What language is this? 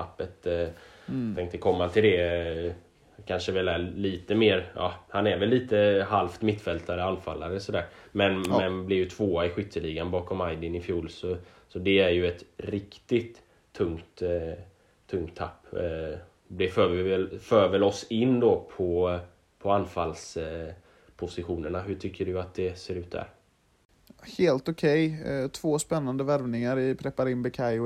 Swedish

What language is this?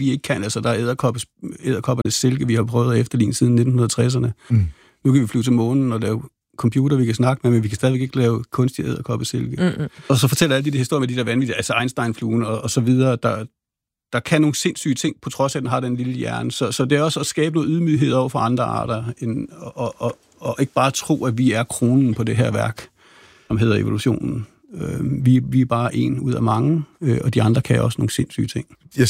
Danish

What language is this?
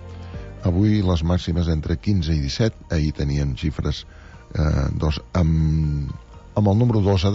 Catalan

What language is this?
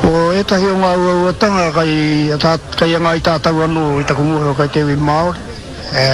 Māori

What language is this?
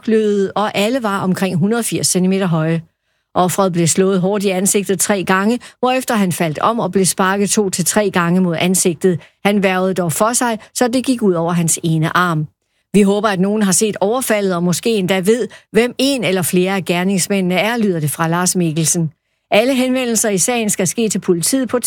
Danish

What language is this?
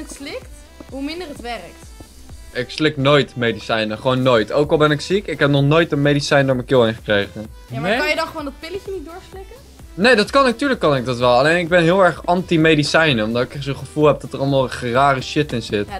Dutch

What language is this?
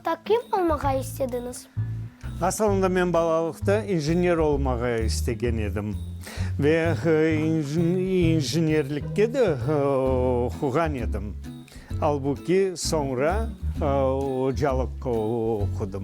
Crimean Tatar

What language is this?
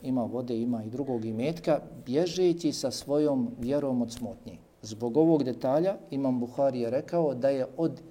Bosnian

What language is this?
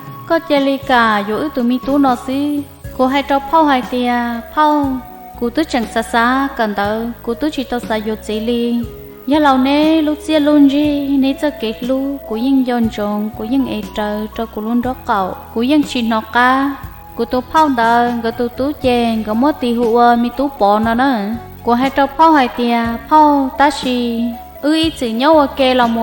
Hmong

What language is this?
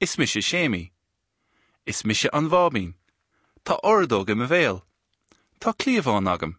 Irish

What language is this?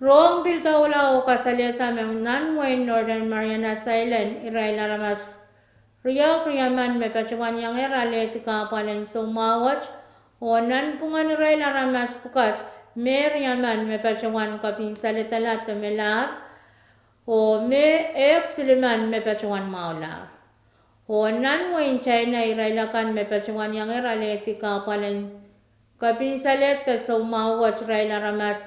Pohnpeian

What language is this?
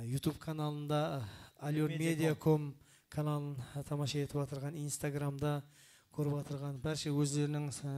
Kara-Kalpak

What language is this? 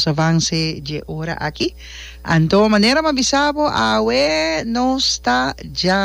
Papiamento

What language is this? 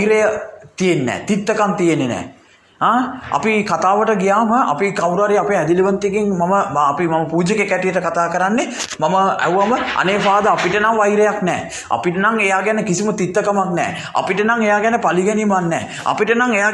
Sinhala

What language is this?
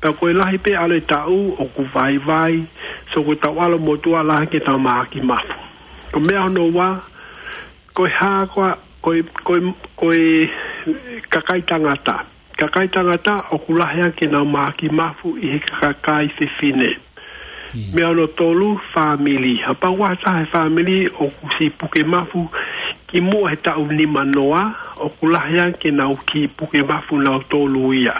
Tongan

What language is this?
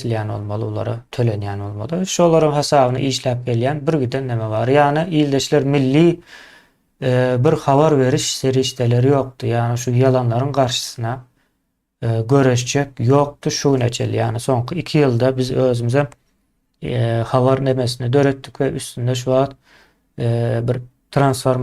Turkmen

